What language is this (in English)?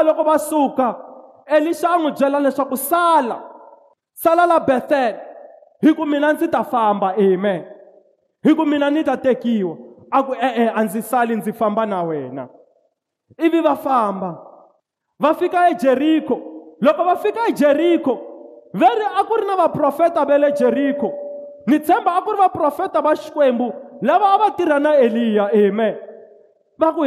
Tsonga